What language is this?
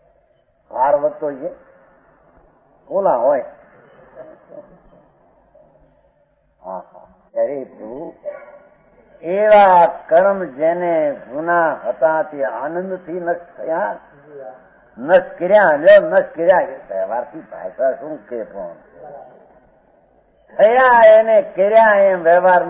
Gujarati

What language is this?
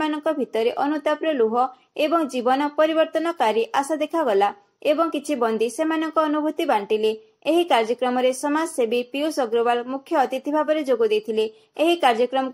Odia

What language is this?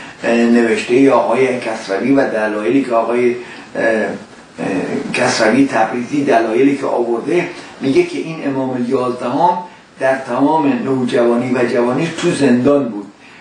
Persian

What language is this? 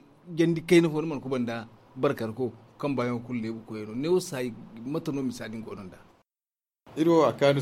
Zarma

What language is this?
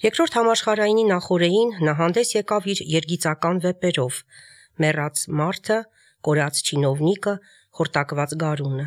Armenian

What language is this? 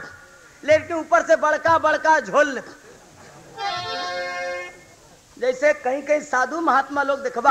Bhojpuri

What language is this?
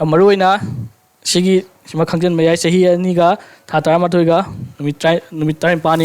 Manipuri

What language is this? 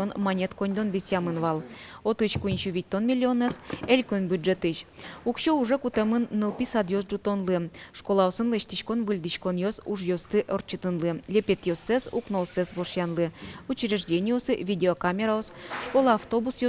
Udmurt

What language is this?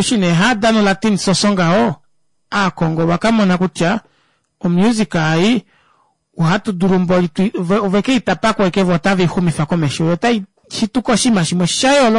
Kuanyama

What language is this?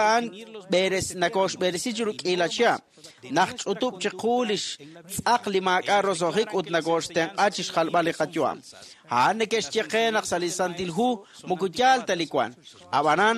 Kekchí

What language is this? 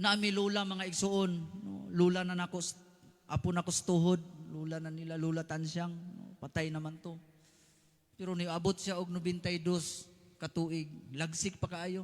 Cebuano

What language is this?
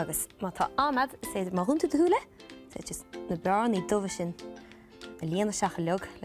Irish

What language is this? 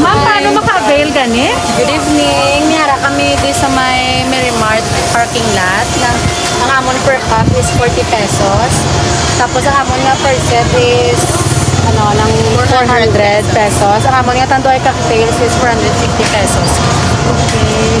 Hiligaynon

